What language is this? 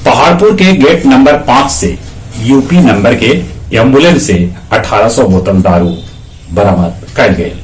Magahi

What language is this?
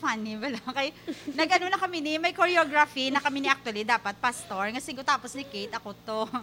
Hiligaynon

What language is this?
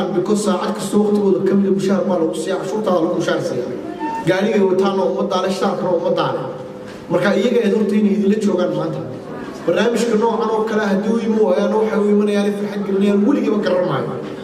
Somali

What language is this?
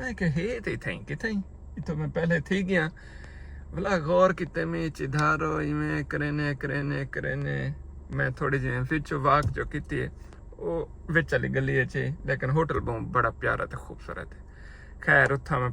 Saraiki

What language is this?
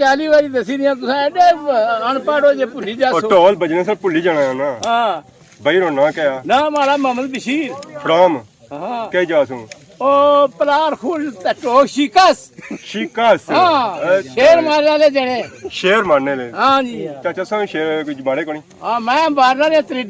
Pahari-Potwari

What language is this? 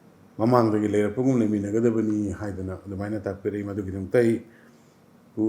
Manipuri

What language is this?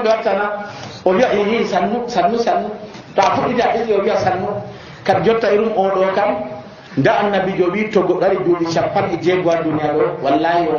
Nigerian Fulfulde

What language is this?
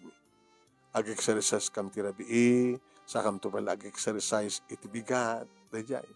Iloko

